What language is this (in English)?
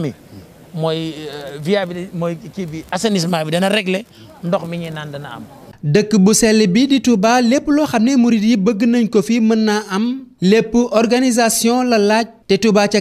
Wolof